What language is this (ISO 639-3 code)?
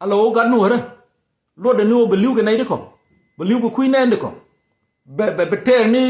nus